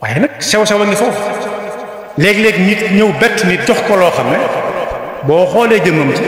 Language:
Wolof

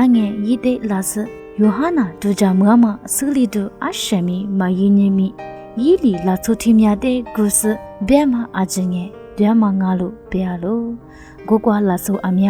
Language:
Lisu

